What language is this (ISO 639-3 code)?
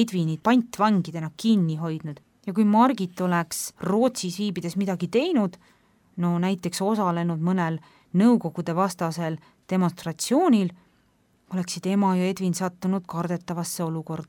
est